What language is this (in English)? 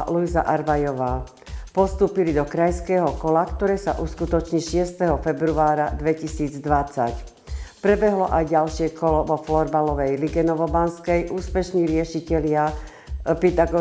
Slovak